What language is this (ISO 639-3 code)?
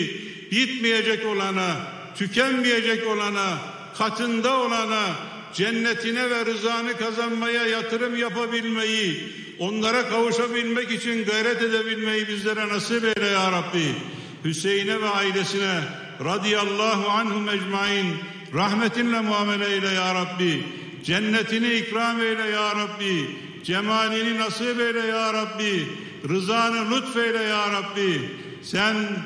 tur